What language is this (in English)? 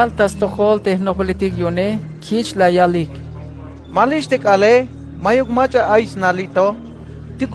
Tzeltal